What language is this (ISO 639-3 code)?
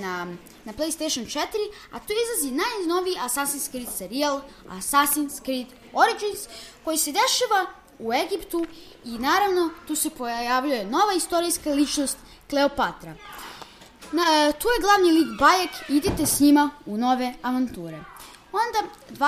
srp